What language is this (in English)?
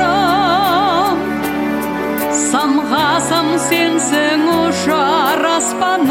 Kazakh